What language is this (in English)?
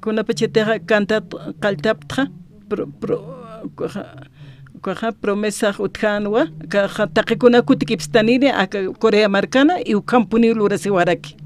Aymara